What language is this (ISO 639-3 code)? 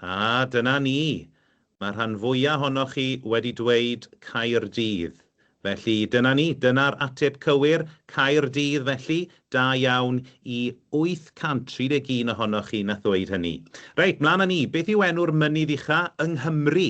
cym